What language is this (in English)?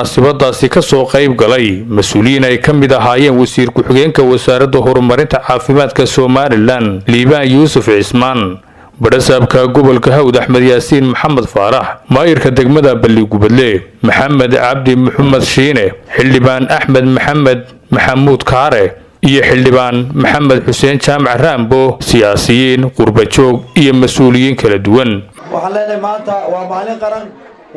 Somali